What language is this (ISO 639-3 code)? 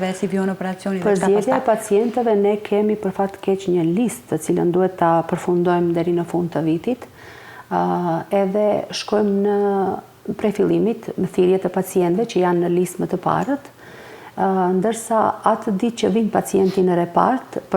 sqi